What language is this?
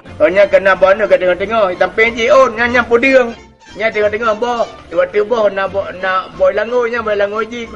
Achinese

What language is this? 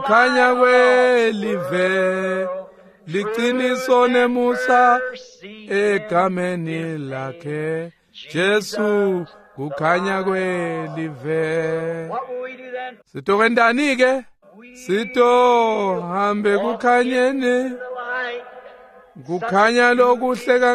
Swati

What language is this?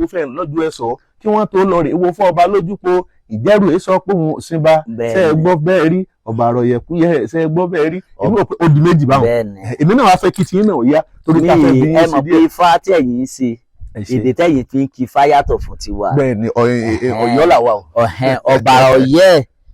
Yoruba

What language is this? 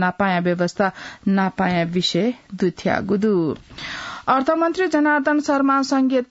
Newari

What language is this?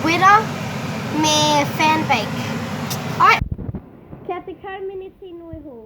Māori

